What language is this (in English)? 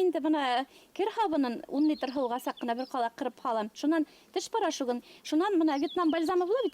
Bashkir